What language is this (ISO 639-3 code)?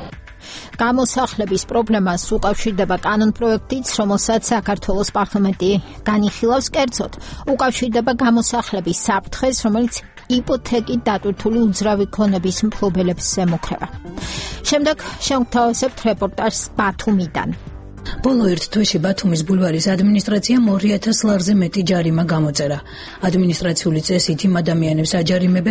kat